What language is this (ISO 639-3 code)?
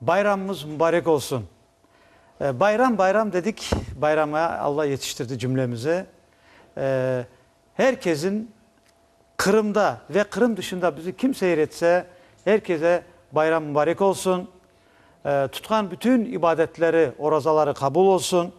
crh